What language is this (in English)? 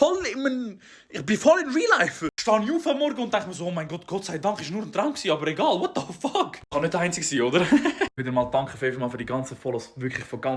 Swiss German